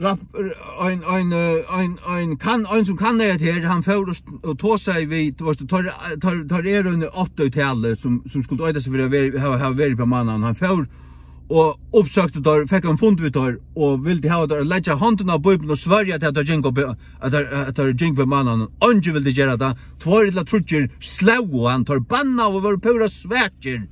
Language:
Faroese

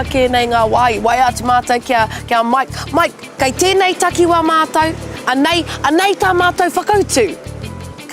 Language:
Māori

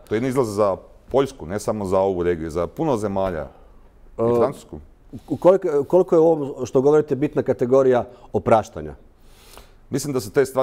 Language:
Croatian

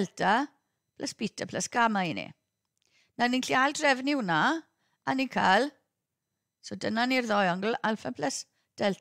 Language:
Welsh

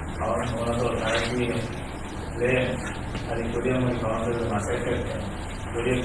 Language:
Divehi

